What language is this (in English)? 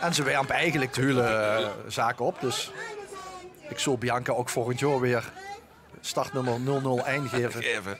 Limburgish